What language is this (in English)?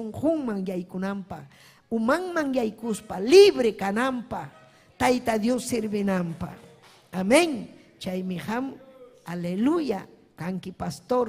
Ayacucho Quechua